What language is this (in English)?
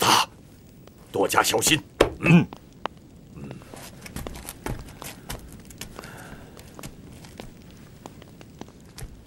Chinese